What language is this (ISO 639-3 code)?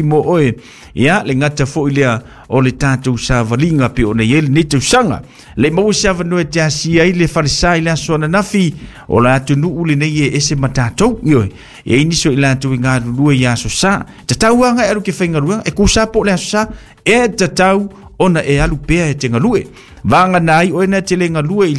smo